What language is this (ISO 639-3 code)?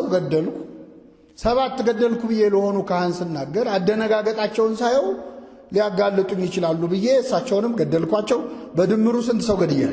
amh